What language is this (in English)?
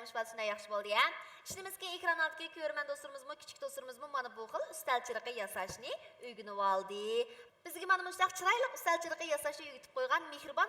Uyghur